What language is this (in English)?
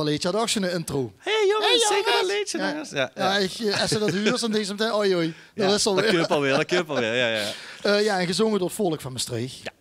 Limburgish